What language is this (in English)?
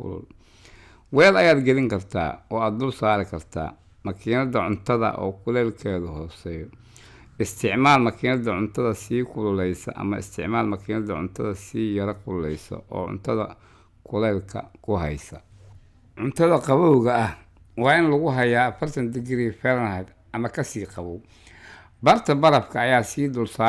Somali